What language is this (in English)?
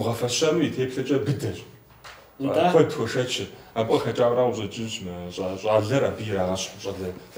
Kabardian